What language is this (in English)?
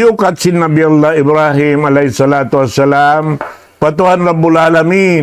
Tausug